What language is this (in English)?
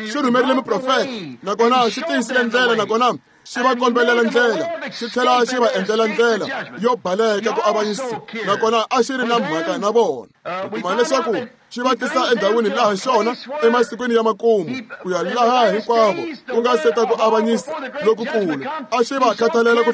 Tsonga